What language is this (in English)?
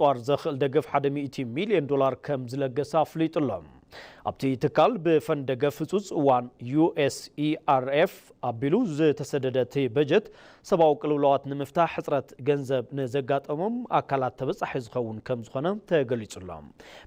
Tigrinya